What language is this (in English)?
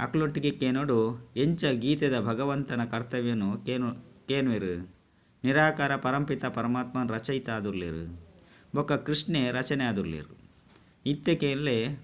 Tulu